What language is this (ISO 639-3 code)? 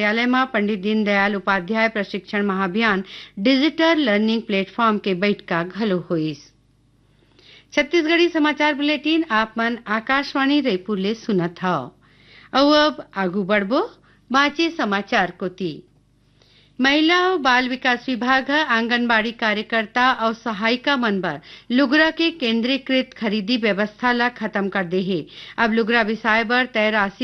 hne